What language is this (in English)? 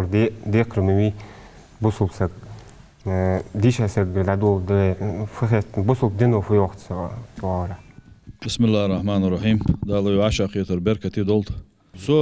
Ingush